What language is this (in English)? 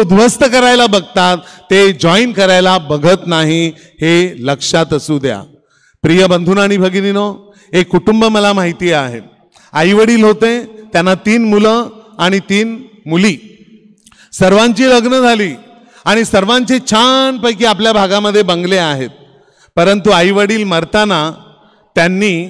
Marathi